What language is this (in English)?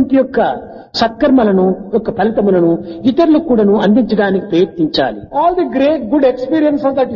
Telugu